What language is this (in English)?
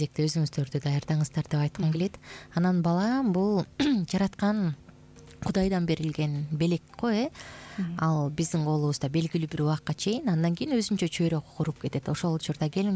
Kyrgyz